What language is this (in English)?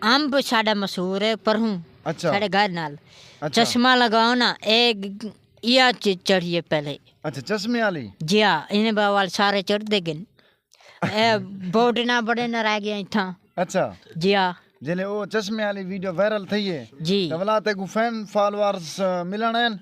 Saraiki